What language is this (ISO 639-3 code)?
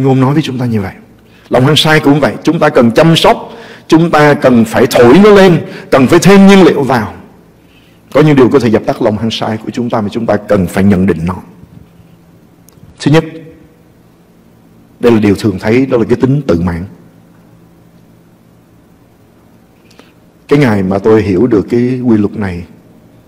vie